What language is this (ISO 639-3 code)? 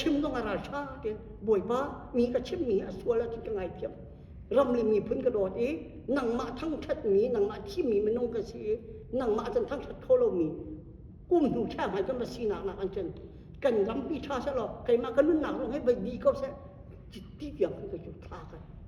cnh